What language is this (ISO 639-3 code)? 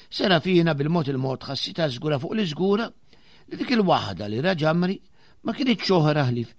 mlt